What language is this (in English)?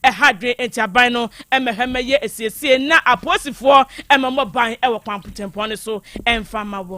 Akan